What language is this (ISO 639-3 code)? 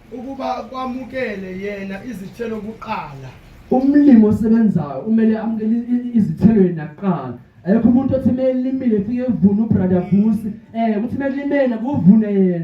zul